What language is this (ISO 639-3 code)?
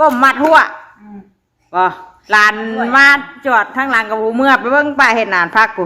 tts